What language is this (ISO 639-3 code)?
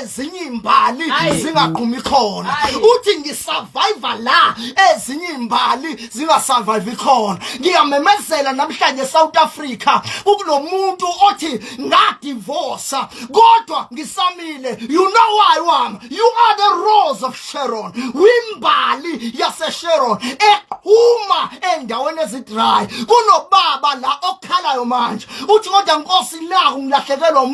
zul